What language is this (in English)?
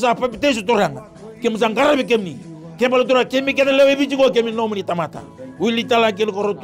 Fijian